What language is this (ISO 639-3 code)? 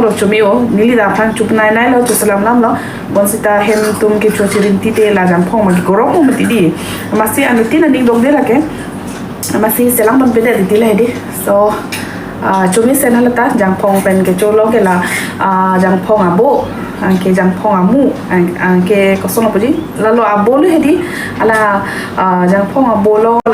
mjw